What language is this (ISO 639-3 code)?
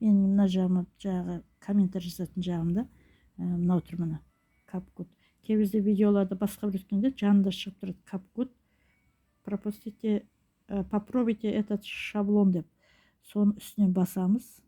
kaz